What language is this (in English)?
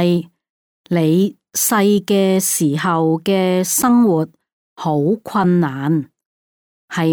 Cantonese